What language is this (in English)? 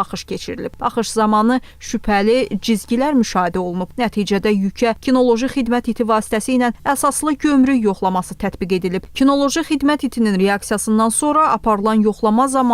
Azerbaijani